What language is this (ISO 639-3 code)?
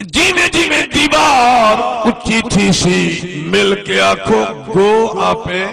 skr